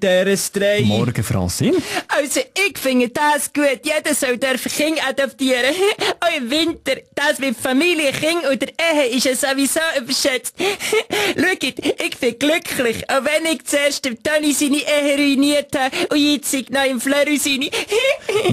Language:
Swiss German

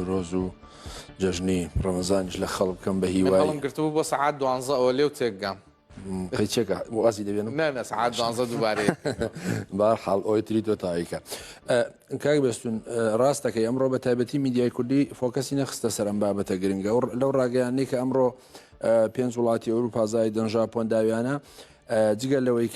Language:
Central Kurdish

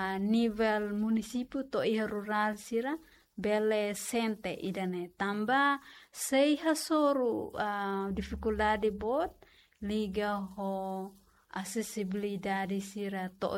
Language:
Tetum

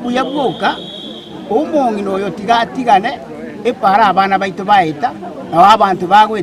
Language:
Gusii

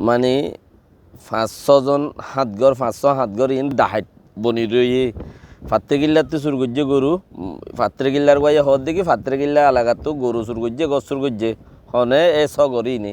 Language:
Rohingya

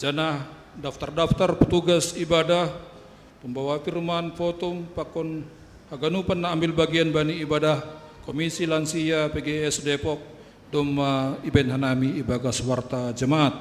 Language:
Batak Simalungun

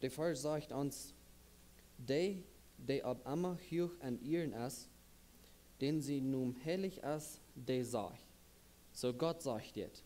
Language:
Plautdietsch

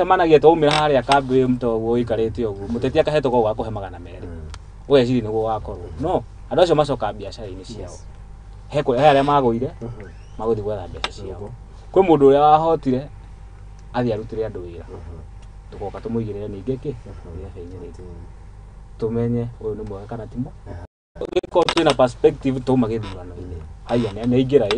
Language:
Kikuyu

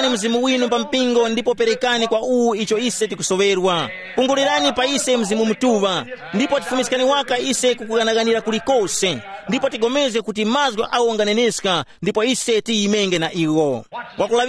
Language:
Tumbuka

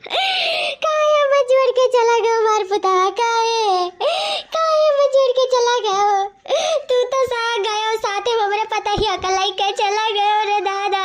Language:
Awadhi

